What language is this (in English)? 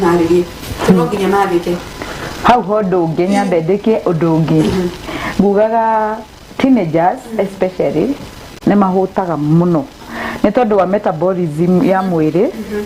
Kikuyu